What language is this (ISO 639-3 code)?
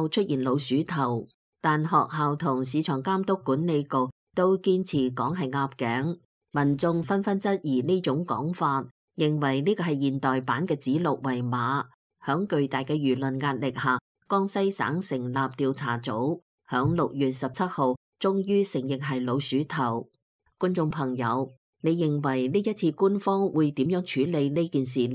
yue